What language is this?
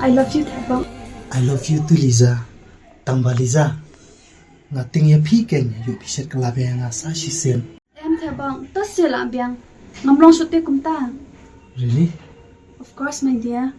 Khasi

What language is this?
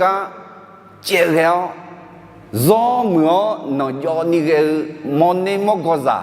Akha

